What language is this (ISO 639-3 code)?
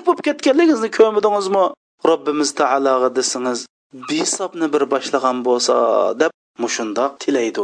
uig